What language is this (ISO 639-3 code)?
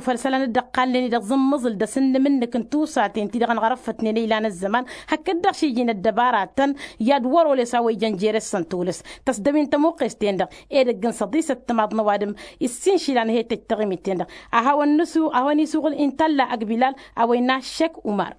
taq